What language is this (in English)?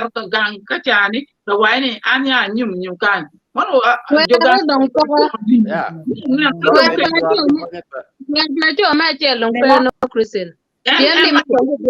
Acoli